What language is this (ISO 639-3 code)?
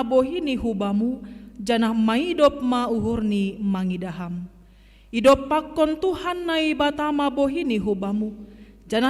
bts